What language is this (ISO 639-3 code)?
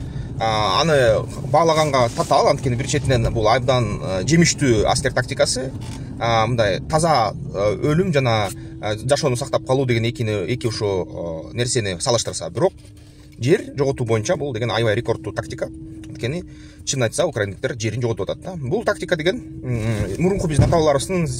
kir